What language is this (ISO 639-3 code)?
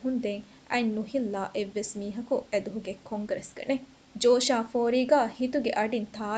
div